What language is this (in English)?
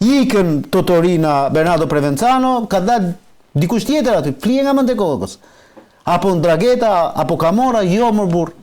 Albanian